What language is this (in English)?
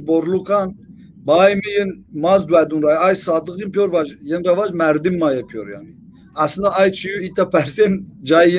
Zaza